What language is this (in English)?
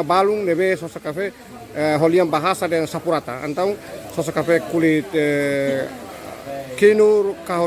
Tetum